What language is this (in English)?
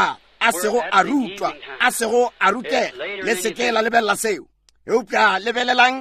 Northern Sotho